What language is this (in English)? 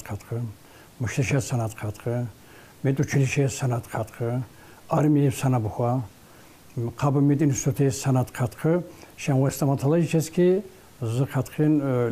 Tsakhur